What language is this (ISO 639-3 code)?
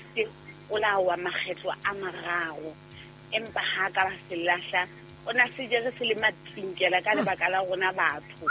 sot